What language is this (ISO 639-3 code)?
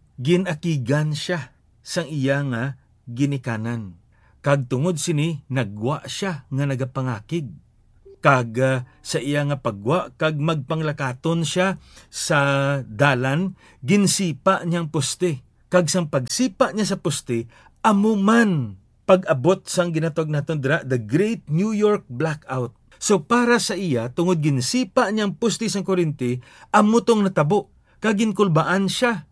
hil